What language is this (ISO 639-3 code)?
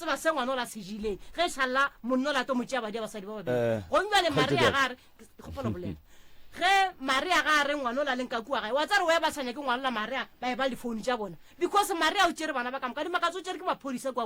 nso